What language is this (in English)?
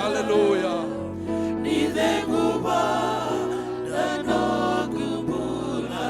Fijian